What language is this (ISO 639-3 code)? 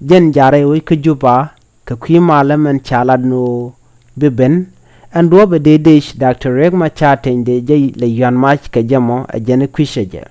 nus